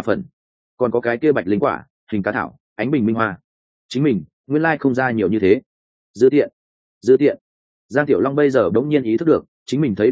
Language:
Vietnamese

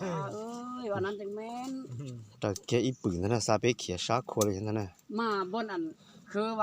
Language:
Lao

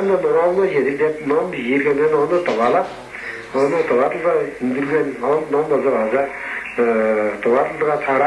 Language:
Tuvinian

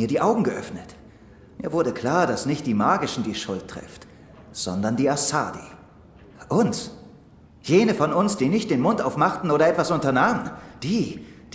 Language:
Swiss German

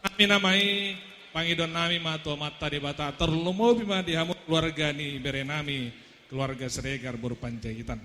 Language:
Batak Toba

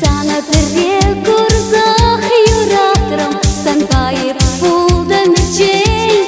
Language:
Chuvash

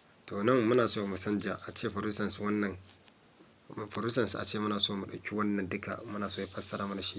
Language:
Hausa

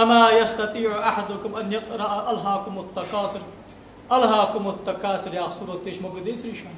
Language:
Ingush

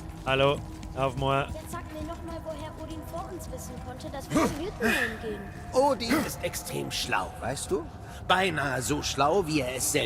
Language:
Bavarian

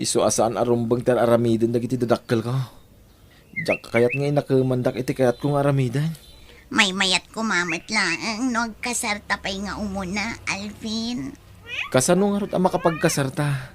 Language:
Iloko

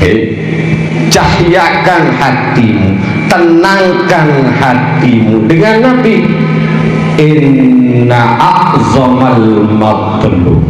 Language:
Sasak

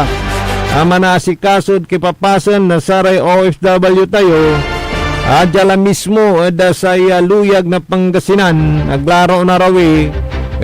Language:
Pangasinan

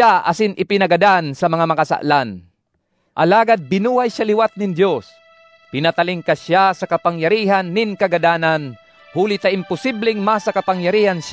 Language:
Bikol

